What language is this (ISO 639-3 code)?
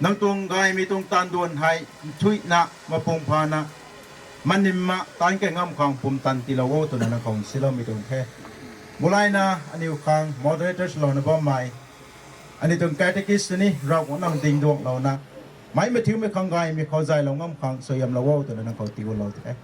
nbu